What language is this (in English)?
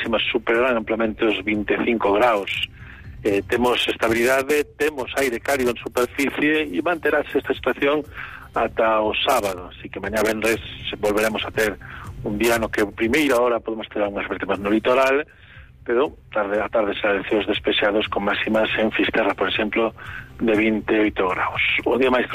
Galician